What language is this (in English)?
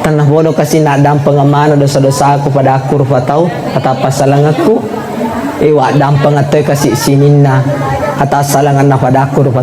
Buginese